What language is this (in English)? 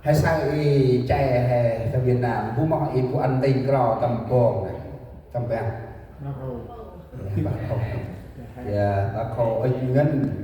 Central Mnong